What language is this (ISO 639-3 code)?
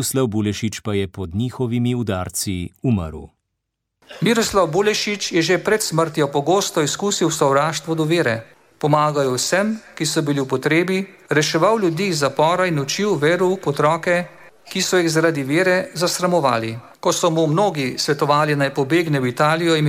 slv